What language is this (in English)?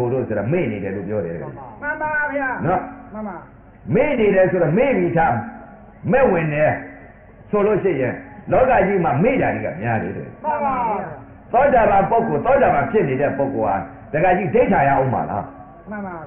Burmese